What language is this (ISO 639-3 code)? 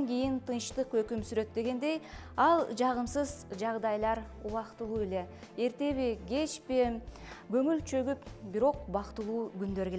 kir